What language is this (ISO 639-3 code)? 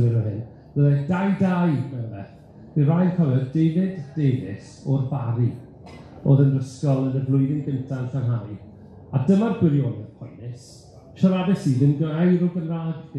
cym